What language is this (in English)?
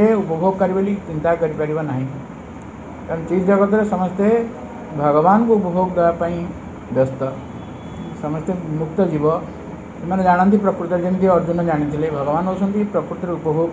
Odia